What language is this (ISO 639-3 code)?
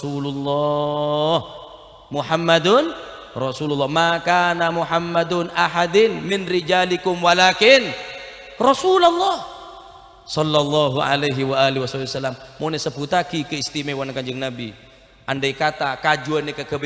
mad